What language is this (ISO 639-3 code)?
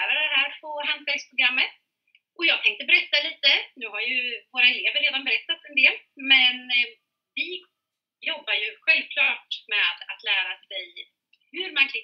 swe